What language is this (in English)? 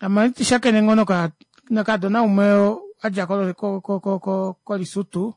Kuanyama